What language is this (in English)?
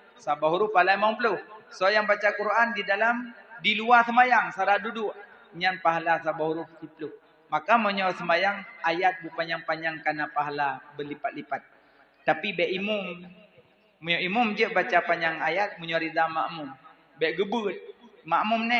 Achinese